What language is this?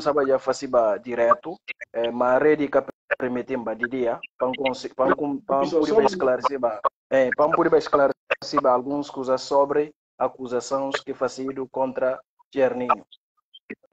Portuguese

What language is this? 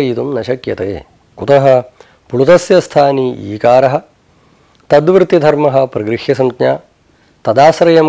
Sanskrit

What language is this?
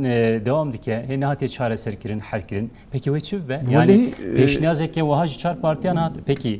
Kurdish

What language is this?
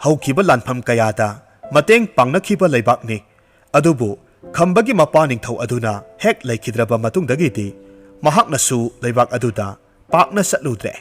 Manipuri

